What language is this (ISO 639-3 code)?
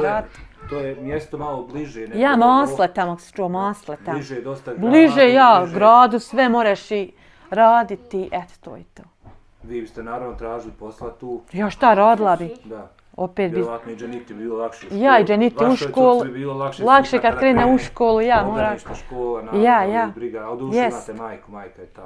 bos